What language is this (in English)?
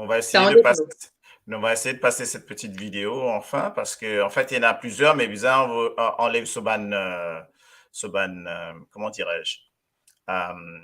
Morisyen